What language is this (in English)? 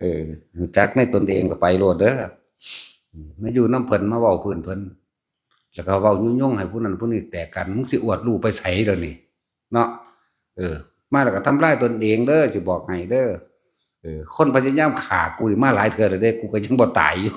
Northeastern Thai